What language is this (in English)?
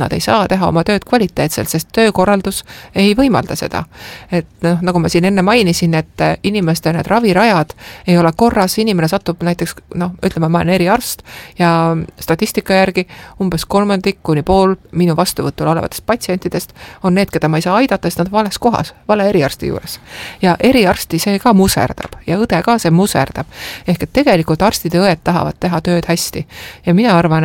Estonian